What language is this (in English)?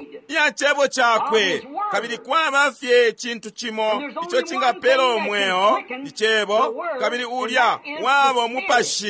Bemba